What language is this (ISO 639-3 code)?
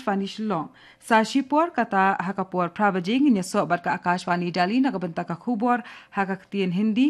kha